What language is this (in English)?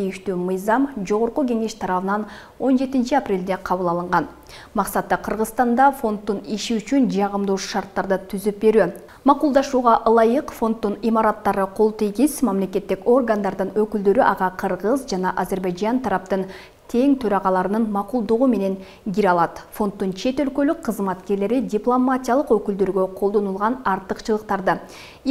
Kyrgyz